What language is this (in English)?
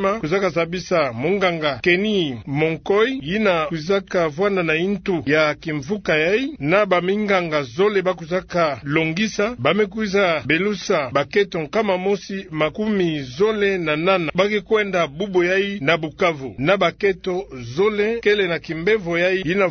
Kituba (Democratic Republic of Congo)